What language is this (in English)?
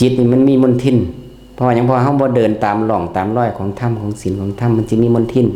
Northeastern Thai